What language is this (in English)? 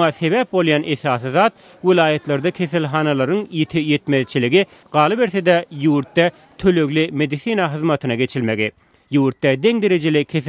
Turkmen